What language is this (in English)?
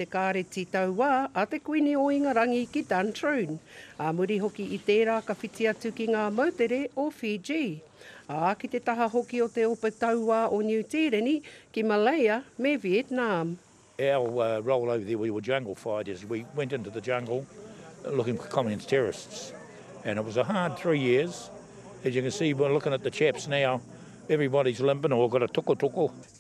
Māori